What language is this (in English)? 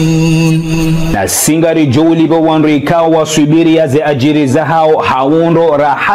Ngazidja Comorian